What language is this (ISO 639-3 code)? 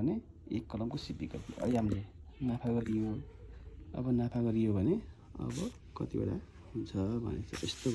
nep